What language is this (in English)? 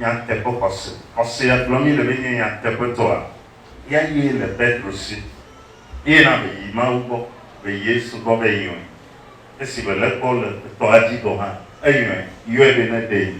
Ewe